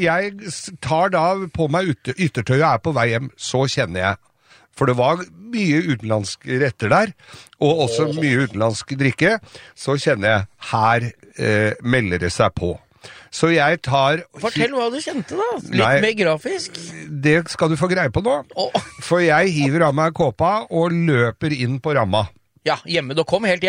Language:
Norwegian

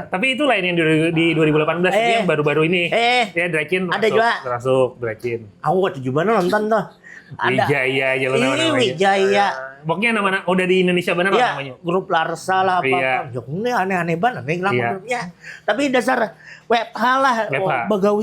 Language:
Banjar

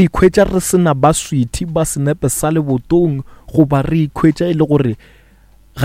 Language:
Northern Sotho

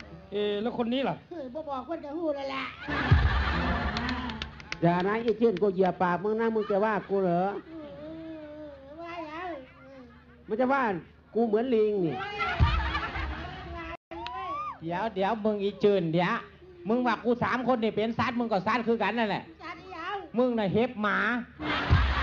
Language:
Northeastern Thai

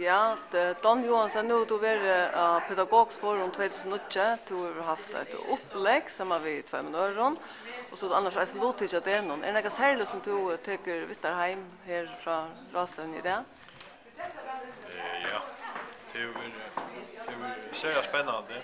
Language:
Faroese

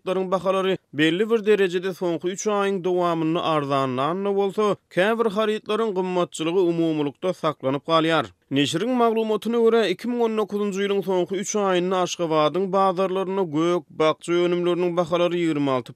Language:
Turkmen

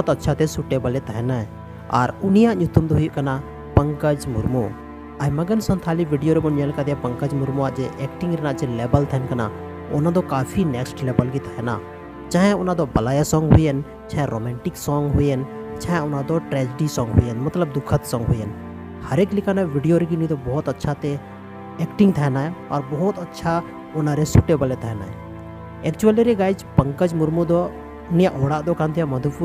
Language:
Santali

